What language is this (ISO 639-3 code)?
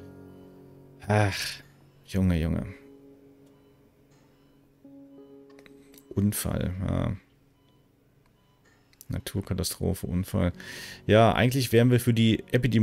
deu